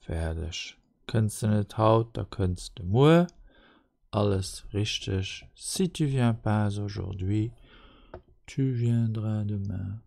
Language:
Luxembourgish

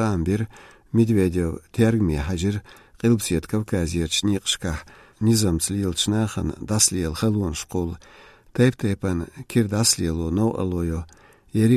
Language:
Chechen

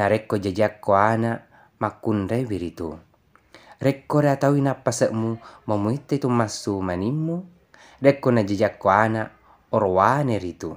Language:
Buginese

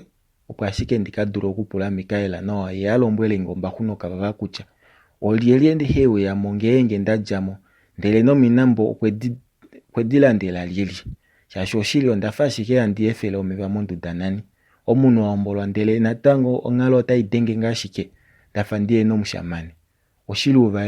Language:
Kuanyama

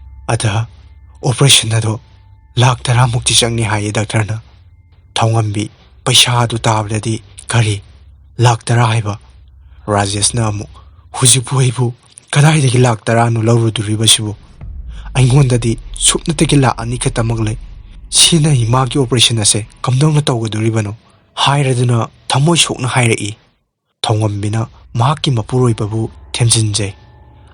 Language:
Manipuri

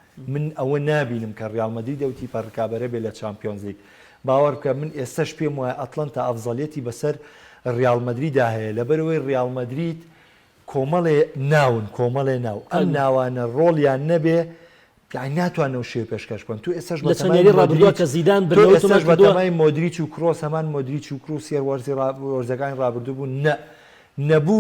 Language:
Central Kurdish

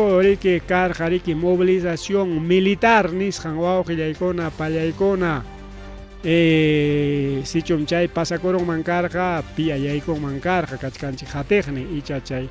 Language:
Ayacucho Quechua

